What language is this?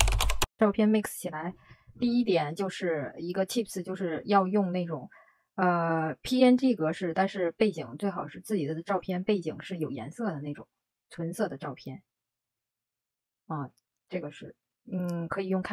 Chinese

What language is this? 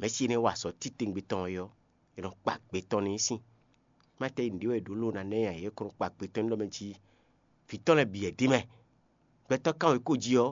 Fon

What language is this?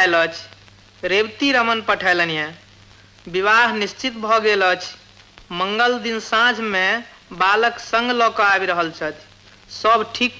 Maithili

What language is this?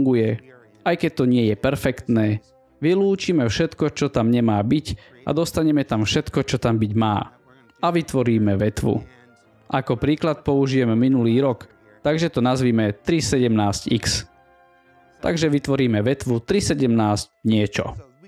Slovak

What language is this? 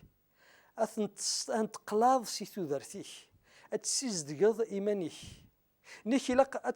Kabyle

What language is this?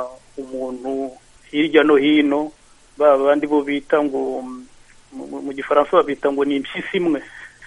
Kinyarwanda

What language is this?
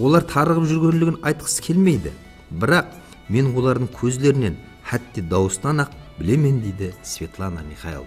Kara-Kalpak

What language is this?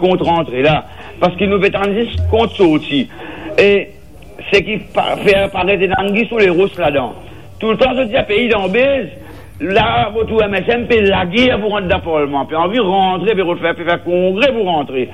Morisyen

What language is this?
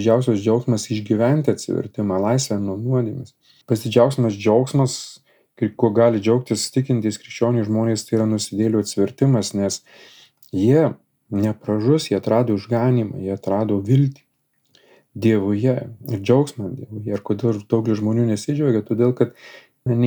Lithuanian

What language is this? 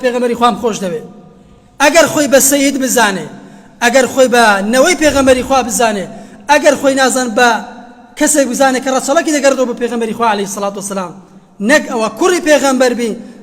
Central Kurdish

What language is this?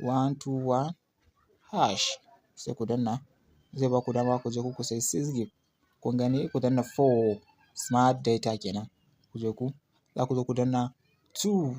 Hausa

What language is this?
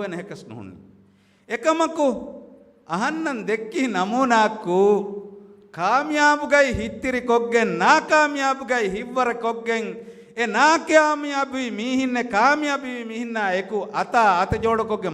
Divehi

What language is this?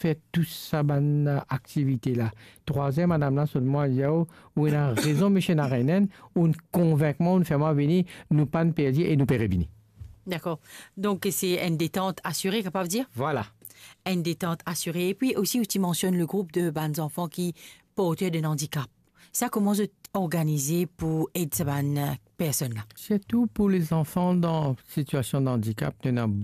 Morisyen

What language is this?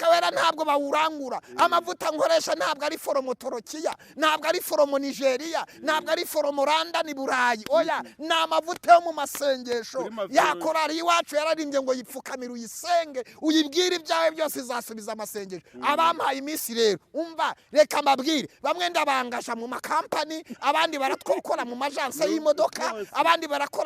Kinyarwanda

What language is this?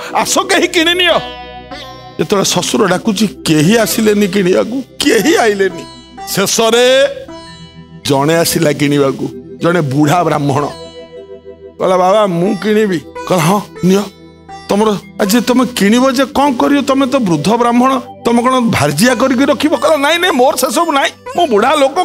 Odia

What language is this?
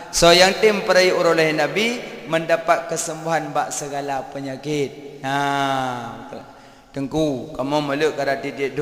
Achinese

